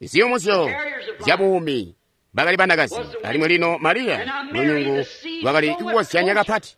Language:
Tonga (Zambia)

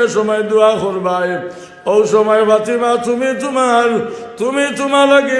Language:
Sylheti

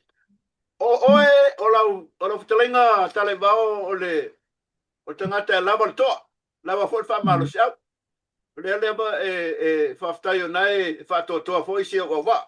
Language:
Samoan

